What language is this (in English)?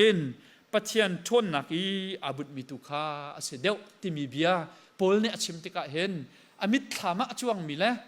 Hakha Chin